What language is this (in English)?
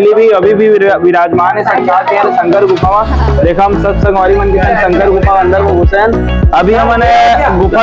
Chhattisgarhi